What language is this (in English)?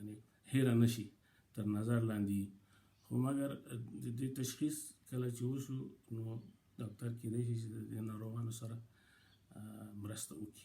Pashto